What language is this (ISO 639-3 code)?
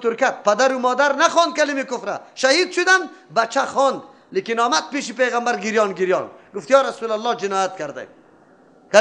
fas